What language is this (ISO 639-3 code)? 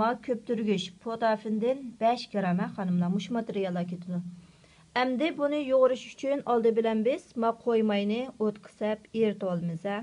uig